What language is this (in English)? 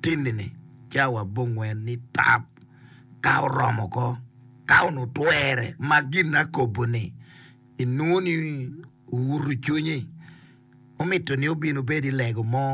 Acoli